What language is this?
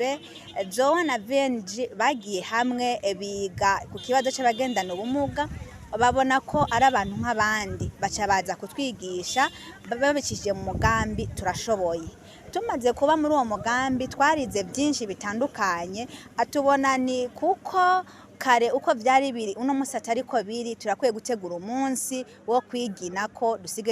Rundi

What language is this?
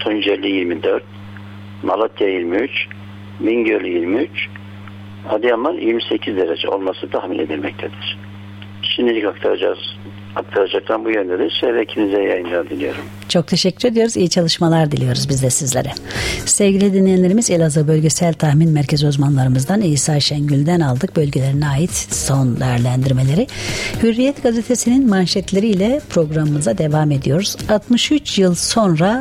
Turkish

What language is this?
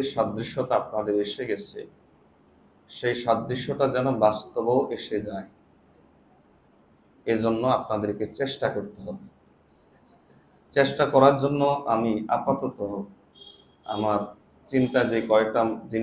Bangla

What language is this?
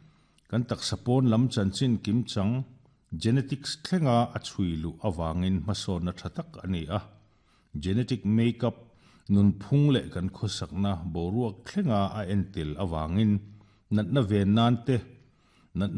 Mizo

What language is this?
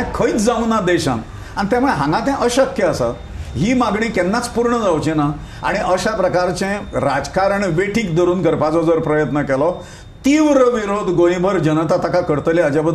Konkani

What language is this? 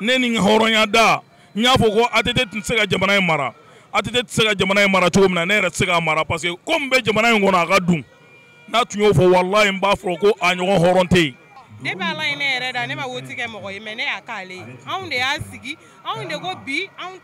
Bambara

